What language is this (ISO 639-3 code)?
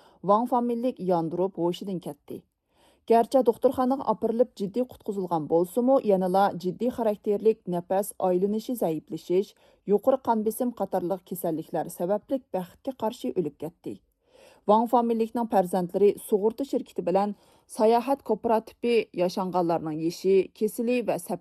uig